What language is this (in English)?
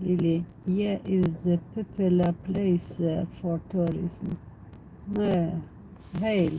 Algerian Arabic